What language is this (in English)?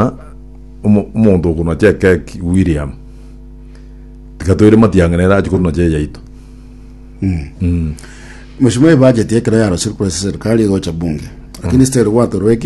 Gusii